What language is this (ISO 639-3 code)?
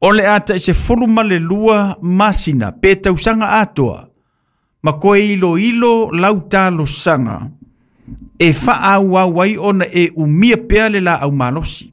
smo